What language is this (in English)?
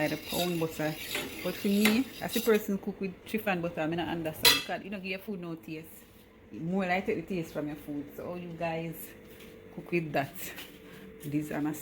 Jamaican Creole English